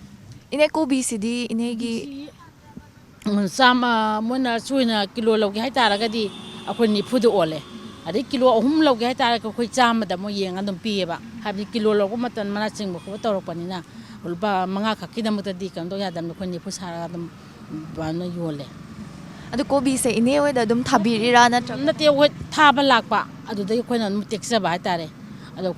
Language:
Manipuri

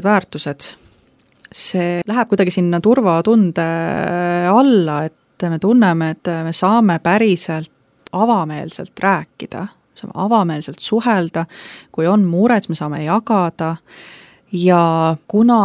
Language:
Estonian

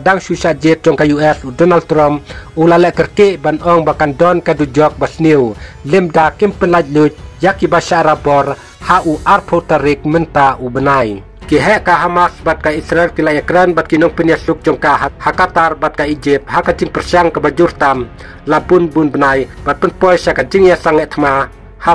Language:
Khasi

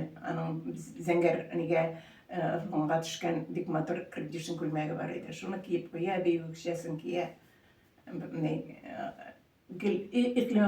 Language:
Tatar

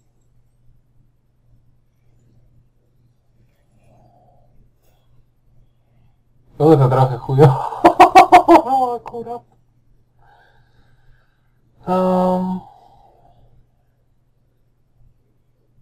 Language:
Polish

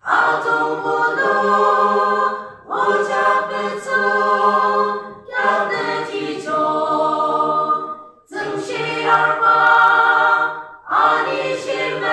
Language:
Yimchungru Naga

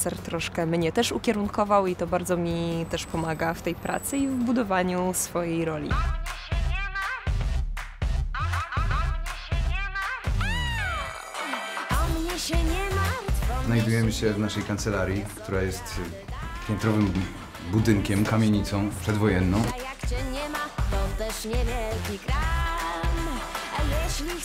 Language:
Polish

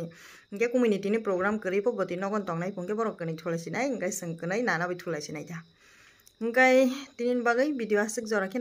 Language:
Kok Borok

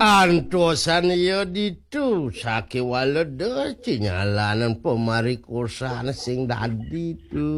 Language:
Balinese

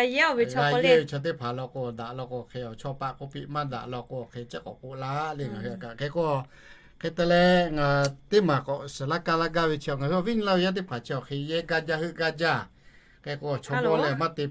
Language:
Lahu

